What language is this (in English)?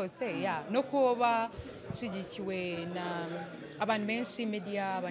Kinyarwanda